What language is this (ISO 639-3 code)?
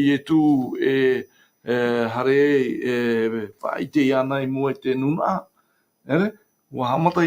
tah